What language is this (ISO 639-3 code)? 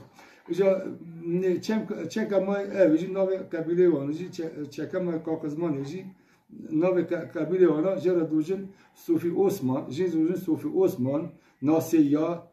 kur